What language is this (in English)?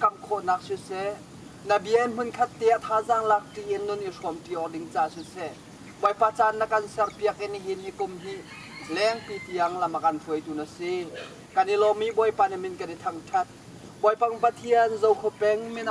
Hakha Chin